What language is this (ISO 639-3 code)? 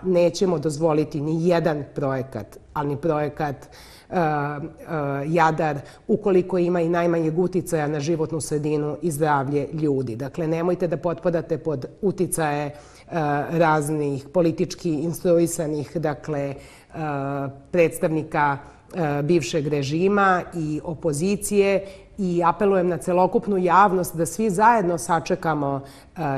srp